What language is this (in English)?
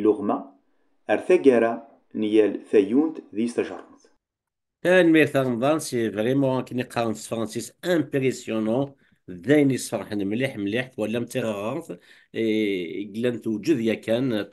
Kabyle